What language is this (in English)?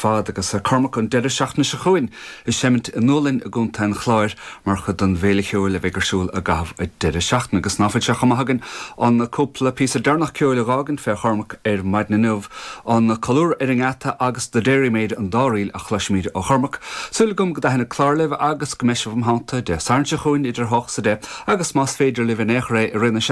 Irish